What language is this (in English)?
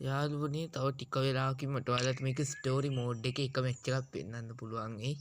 Sinhala